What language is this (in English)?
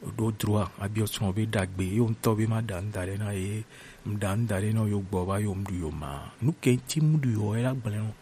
Gen